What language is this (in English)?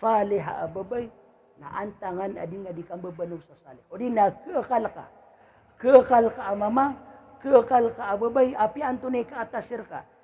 Maranao